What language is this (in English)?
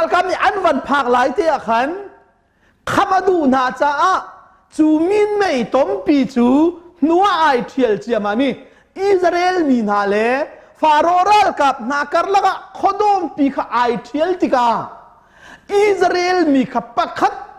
Hakha Chin